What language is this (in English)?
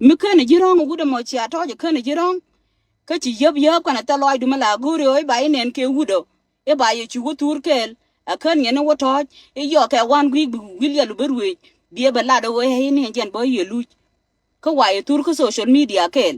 Nuer